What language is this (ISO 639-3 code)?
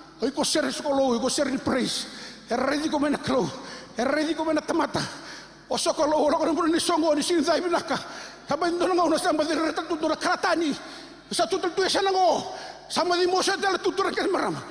fij